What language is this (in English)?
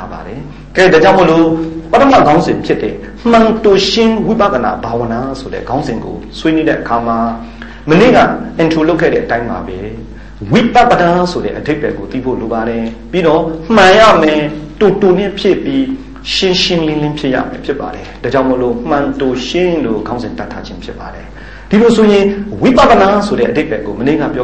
Burmese